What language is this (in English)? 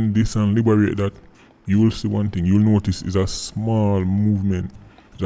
Jamaican Creole English